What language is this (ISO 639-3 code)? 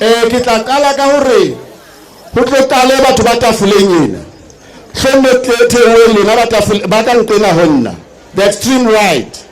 sot